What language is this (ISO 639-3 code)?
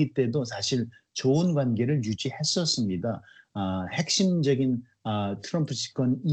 kor